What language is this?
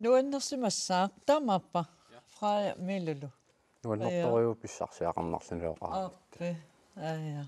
Kalaallisut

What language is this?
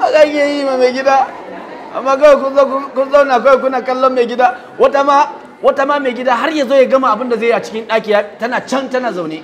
Hausa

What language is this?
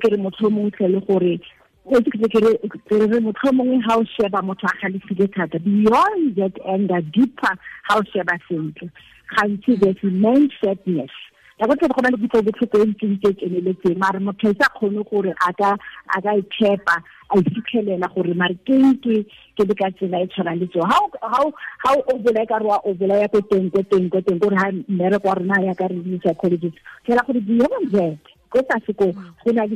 Tswana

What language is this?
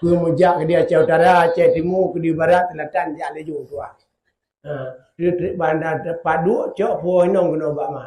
Achinese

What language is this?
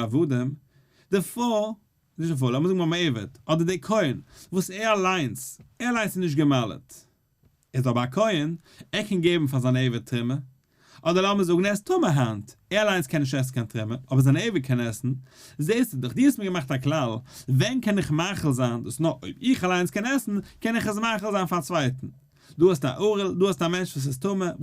Yiddish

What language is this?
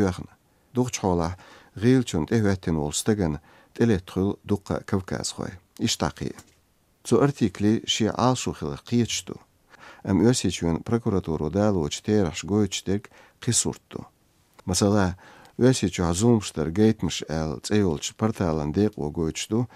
Chechen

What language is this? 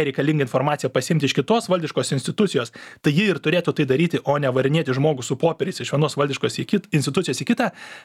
Lithuanian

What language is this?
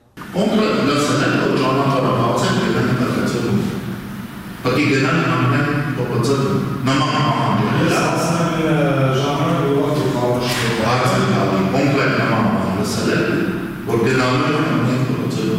Armenian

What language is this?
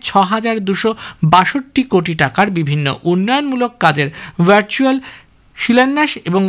Bangla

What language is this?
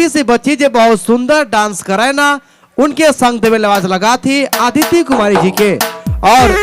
Sadri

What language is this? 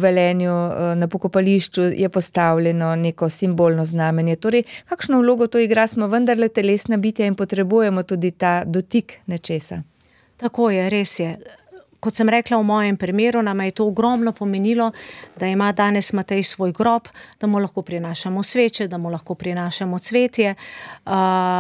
Slovenian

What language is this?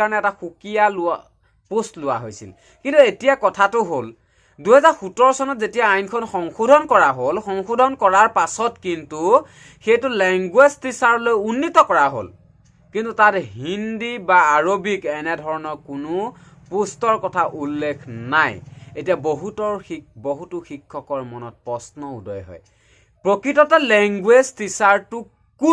Assamese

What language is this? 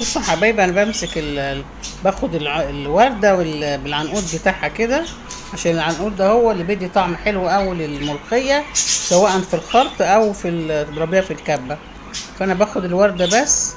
Egyptian Arabic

